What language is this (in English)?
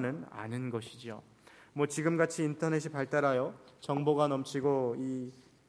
Korean